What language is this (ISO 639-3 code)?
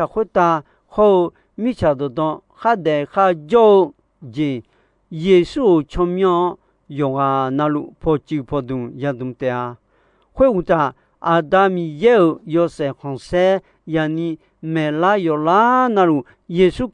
ahk